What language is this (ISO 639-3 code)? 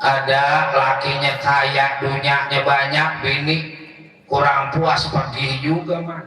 bew